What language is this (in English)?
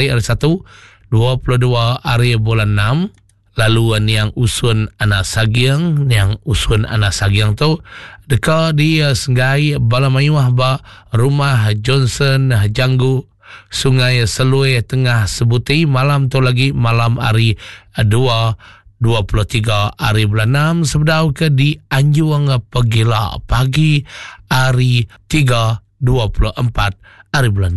Iban